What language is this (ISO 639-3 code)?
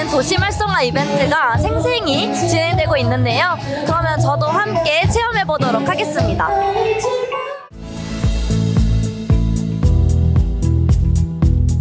kor